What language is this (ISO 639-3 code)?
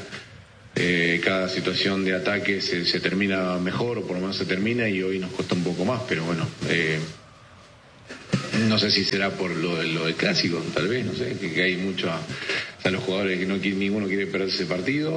spa